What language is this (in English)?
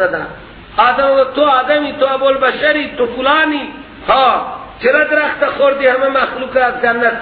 Persian